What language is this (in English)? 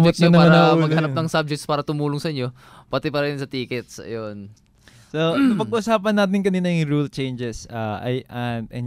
Filipino